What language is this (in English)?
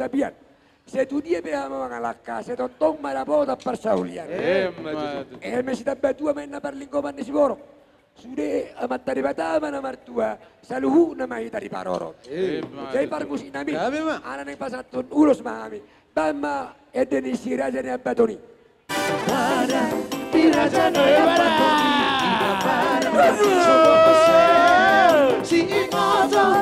Batak Toba